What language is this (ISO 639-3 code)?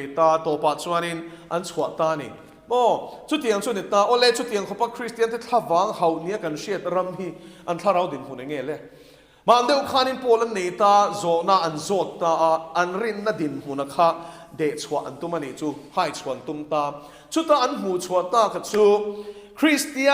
lus